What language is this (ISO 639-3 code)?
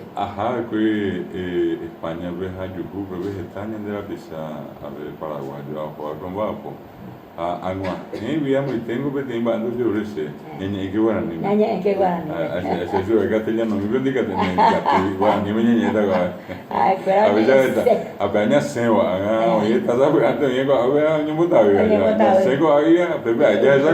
grn